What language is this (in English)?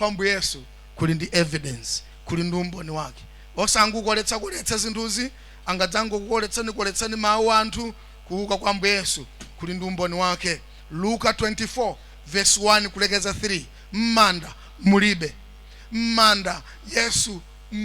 Nyanja